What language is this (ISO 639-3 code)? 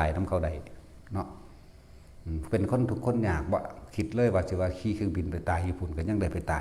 tts